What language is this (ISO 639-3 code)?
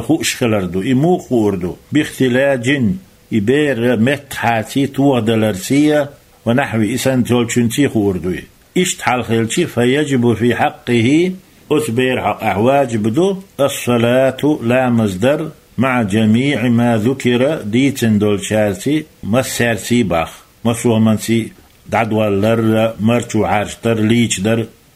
che